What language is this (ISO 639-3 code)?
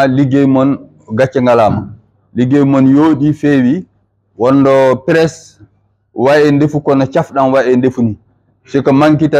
ful